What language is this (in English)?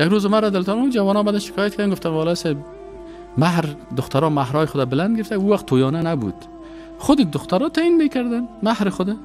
Persian